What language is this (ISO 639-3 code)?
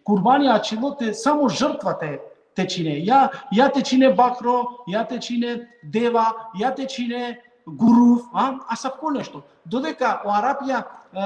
rmn